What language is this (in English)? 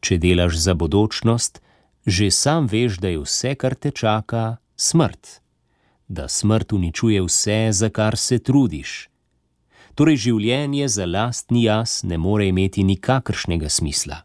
Slovenian